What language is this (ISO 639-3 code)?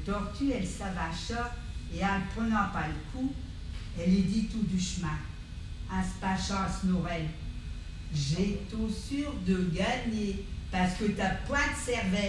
pcd